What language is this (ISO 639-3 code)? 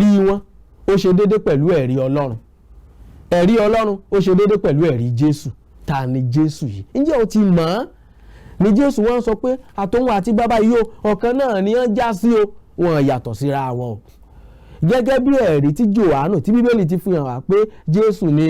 yor